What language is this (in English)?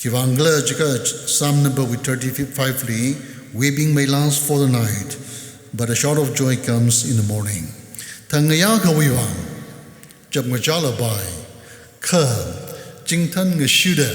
Tangkhul Naga (India)